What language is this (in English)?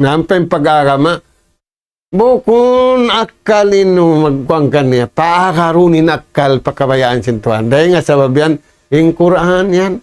Tausug